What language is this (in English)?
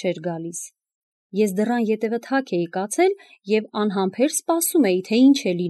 Armenian